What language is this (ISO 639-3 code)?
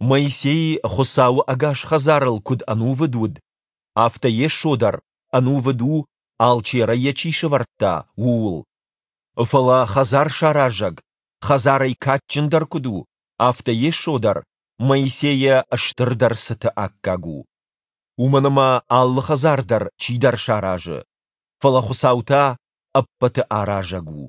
oss